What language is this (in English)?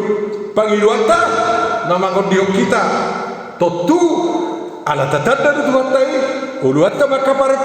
Batak Toba